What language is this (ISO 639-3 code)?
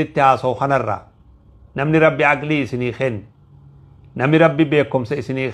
orm